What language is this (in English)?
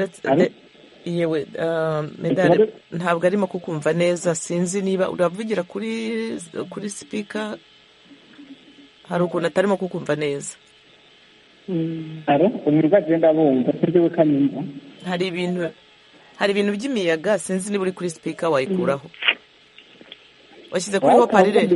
Kinyarwanda